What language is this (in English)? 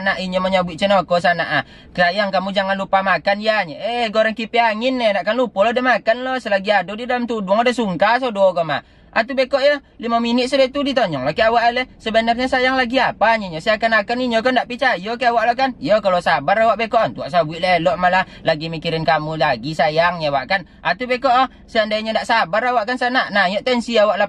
Minangkabau